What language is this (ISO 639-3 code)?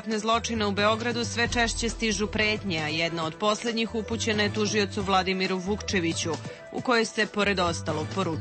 srp